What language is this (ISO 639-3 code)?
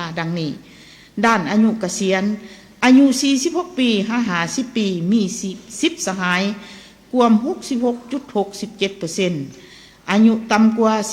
lao